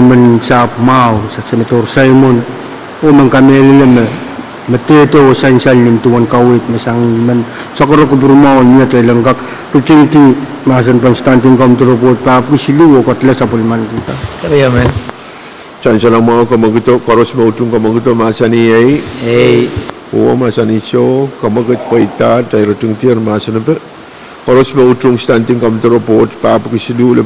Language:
Pohnpeian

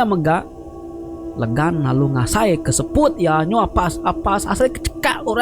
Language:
Iban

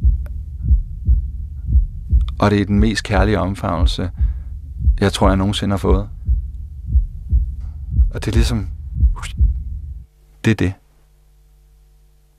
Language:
Danish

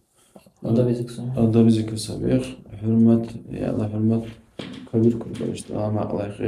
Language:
Dargwa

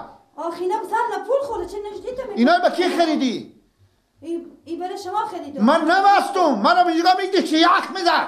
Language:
Persian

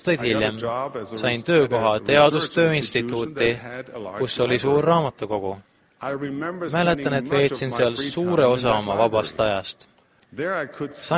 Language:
Estonian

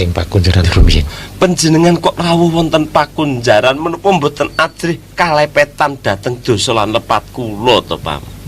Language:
Javanese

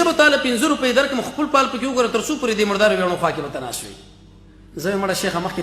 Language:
Pashto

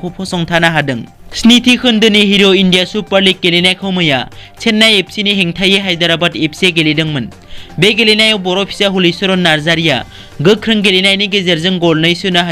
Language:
Bodo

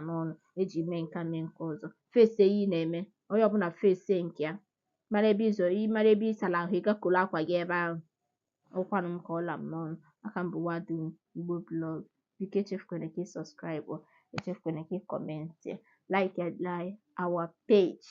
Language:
Igbo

